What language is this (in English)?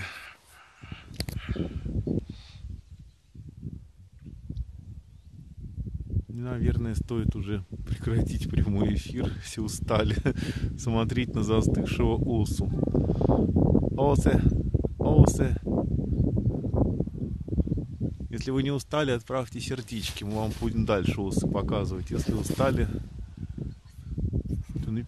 Russian